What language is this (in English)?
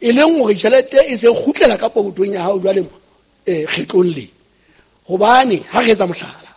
Southern Sotho